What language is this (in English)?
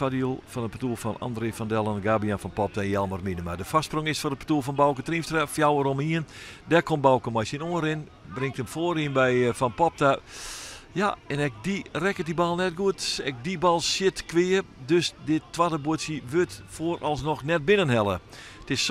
Western Frisian